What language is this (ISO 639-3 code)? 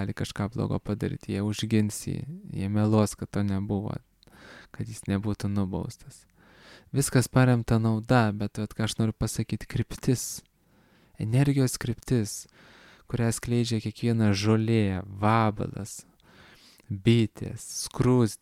lit